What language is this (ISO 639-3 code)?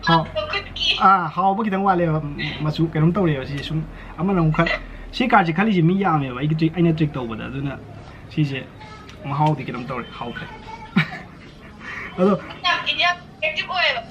mni